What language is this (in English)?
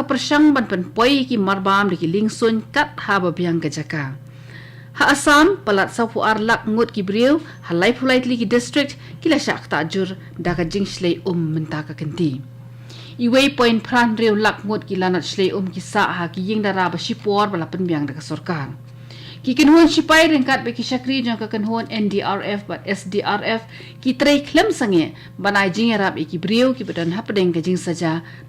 Khasi